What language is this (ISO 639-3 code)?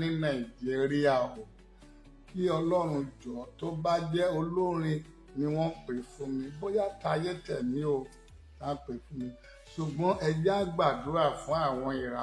yor